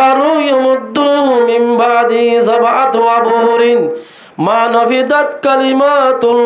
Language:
Rohingya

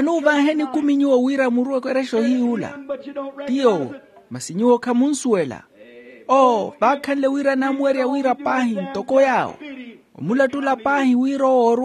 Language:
Makhuwa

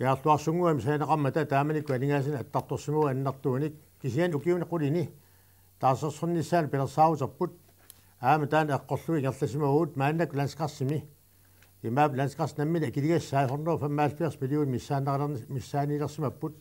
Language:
Kalaallisut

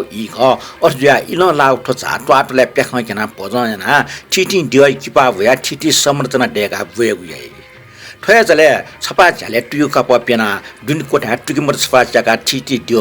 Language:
Newari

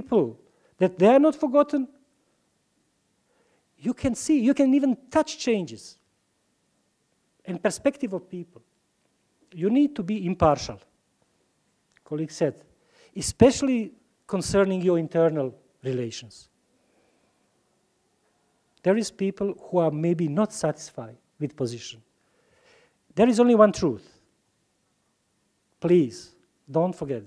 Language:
Ukrainian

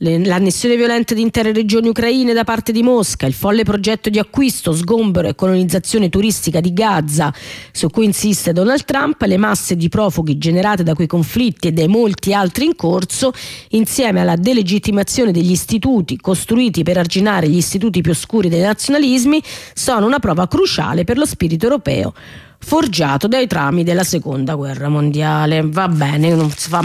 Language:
Italian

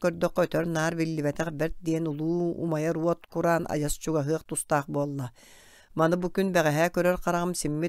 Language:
Yakut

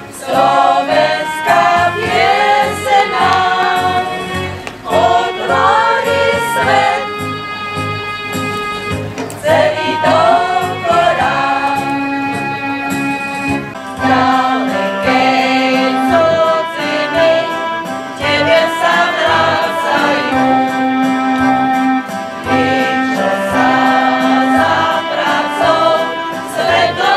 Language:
Slovak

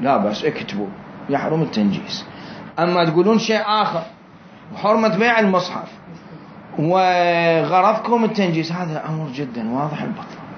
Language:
Mesopotamian Arabic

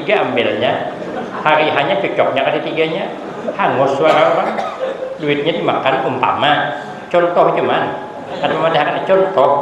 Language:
Banjar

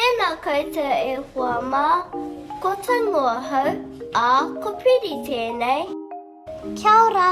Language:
Māori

